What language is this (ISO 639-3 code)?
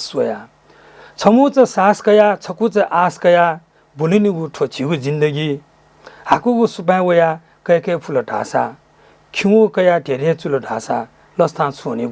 new